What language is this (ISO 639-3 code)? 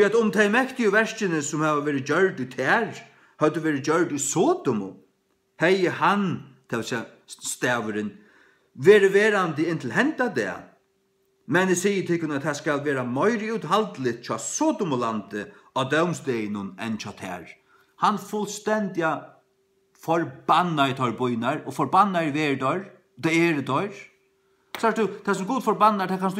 fao